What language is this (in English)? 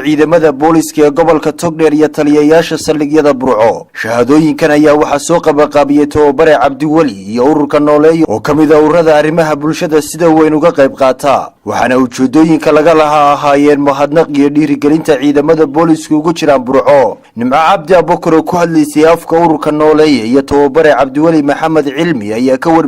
Somali